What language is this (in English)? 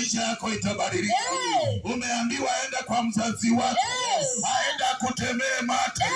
Swahili